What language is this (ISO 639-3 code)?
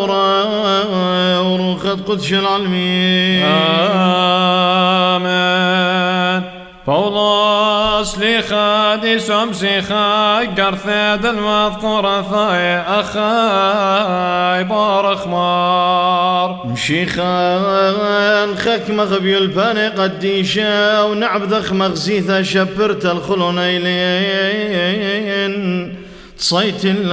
syc